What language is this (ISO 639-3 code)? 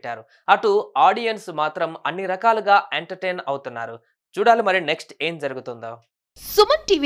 tel